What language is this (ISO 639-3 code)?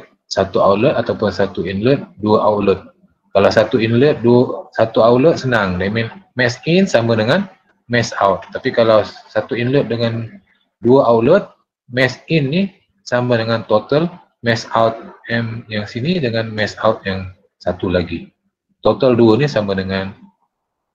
msa